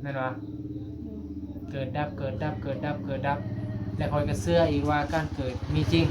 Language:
Northeastern Thai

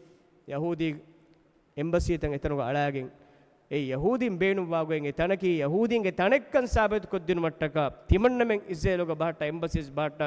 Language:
Divehi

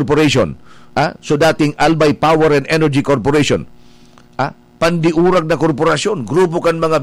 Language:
Bikol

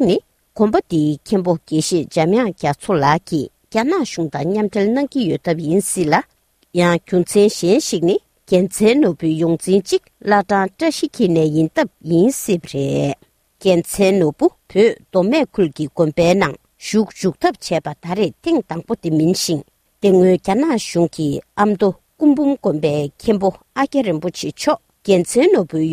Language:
Tibetan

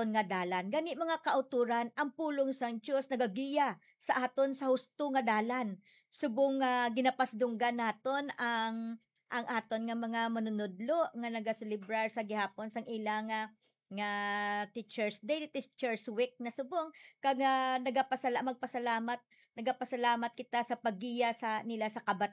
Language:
Hiligaynon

